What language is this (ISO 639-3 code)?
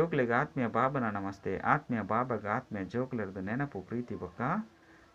tcy